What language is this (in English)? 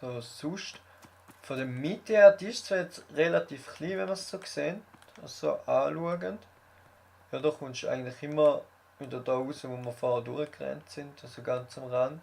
Swiss German